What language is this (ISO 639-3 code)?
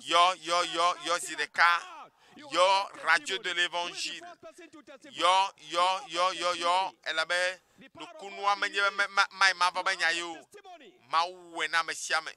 ewe